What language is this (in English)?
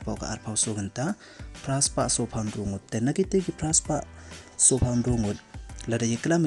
Pnar